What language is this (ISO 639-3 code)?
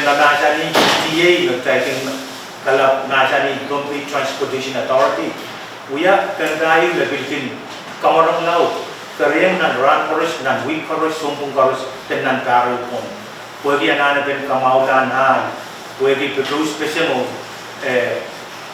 pon